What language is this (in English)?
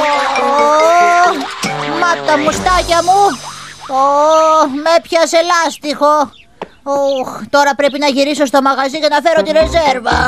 Greek